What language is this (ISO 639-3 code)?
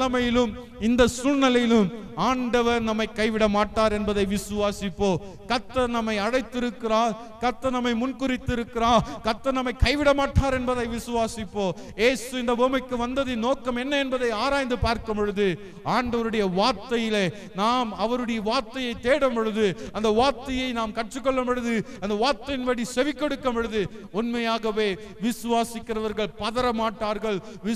tam